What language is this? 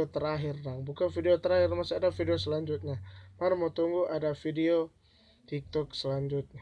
Manado Malay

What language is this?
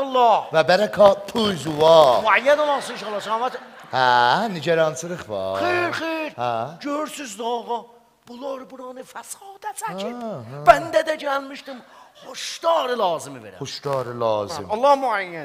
South Azerbaijani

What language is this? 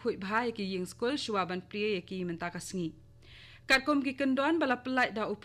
Khasi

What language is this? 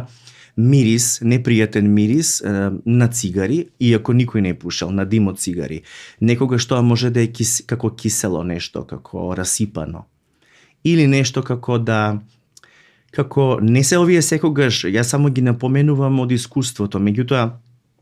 Macedonian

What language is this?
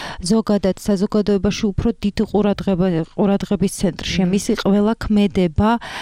Georgian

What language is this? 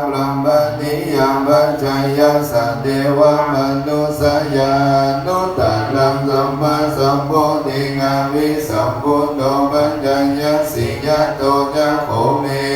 Pali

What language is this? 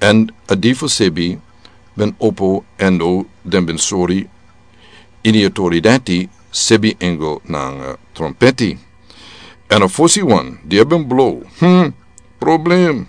Sranan Tongo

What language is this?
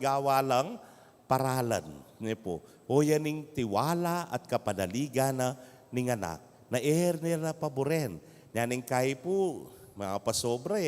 Pampanga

